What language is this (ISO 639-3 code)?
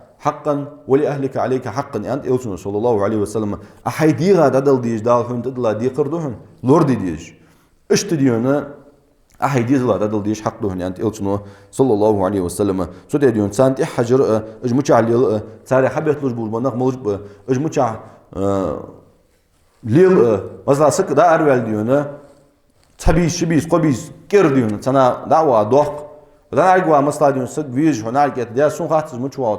inh